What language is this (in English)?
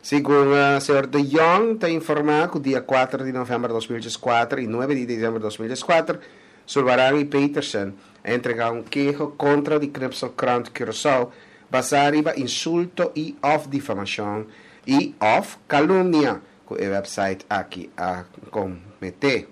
Papiamento